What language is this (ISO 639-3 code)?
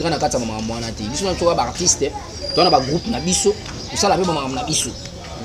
lin